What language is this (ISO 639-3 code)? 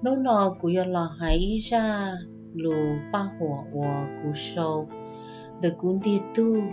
hmn